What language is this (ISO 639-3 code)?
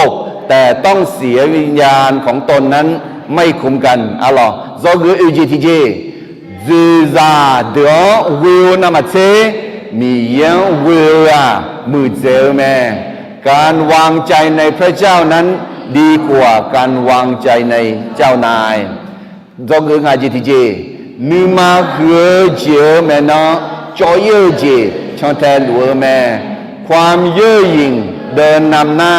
ahk